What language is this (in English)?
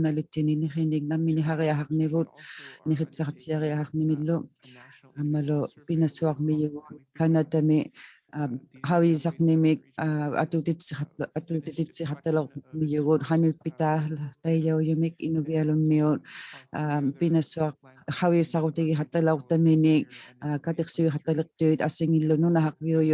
Inuktitut